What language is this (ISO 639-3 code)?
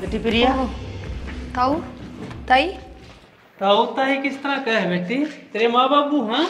bgc